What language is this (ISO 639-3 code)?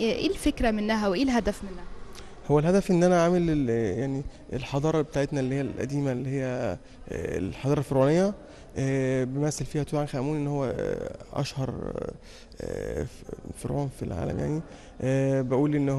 arz